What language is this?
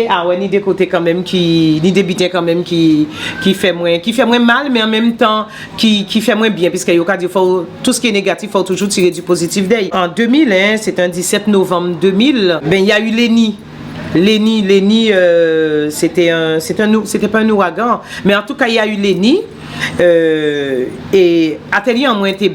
Guadeloupean Creole French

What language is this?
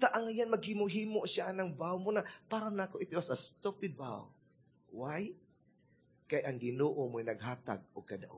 Cebuano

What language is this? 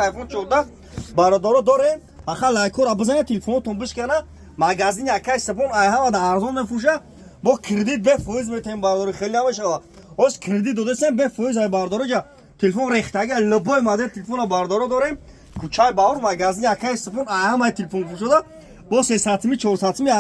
Tajik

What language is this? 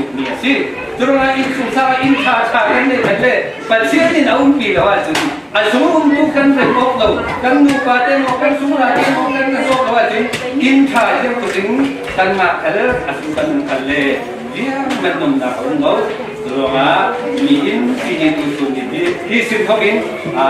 Falam Chin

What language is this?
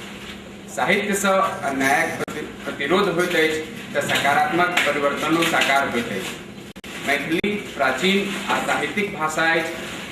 Maithili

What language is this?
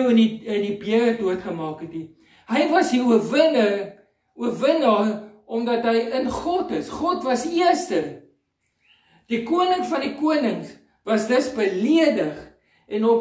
Afrikaans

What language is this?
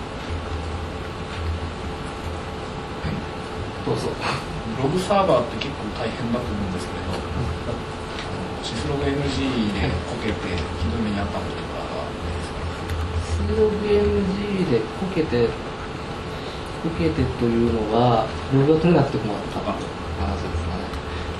Japanese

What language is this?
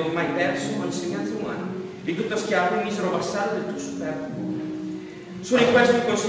Italian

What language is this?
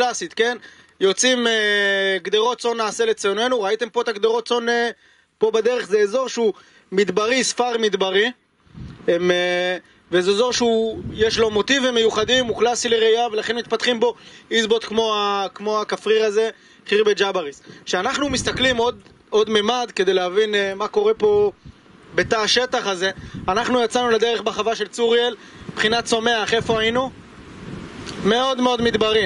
Hebrew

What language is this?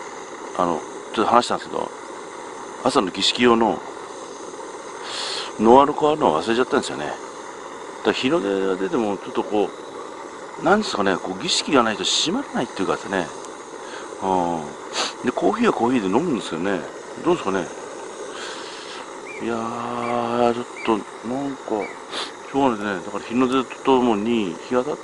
Japanese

